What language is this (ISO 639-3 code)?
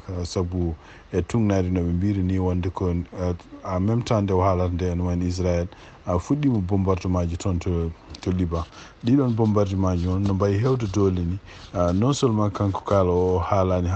ful